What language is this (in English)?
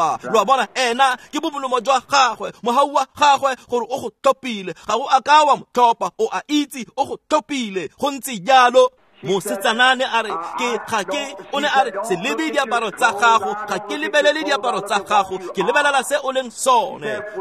Tswana